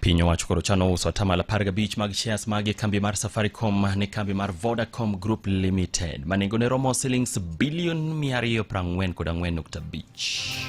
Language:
Luo (Kenya and Tanzania)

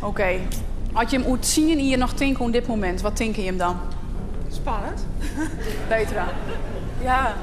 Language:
Western Frisian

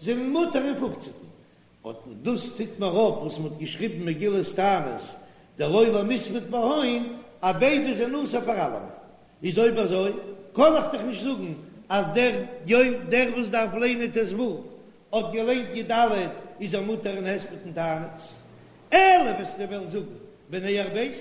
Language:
Yiddish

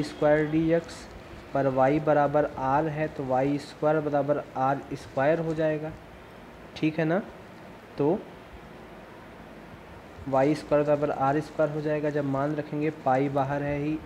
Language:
Hindi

